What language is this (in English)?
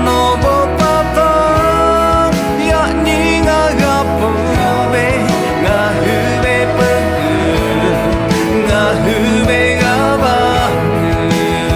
Lahu